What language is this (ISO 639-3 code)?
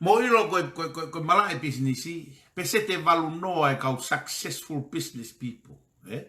ton